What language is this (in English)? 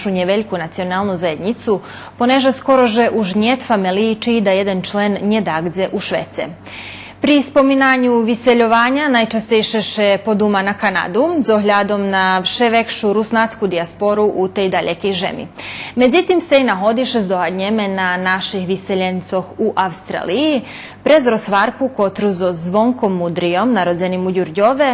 Rusyn